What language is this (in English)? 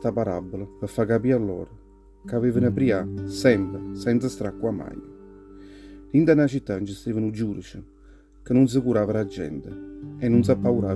Neapolitan